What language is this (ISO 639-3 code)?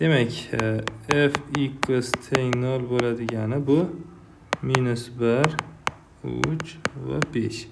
uzb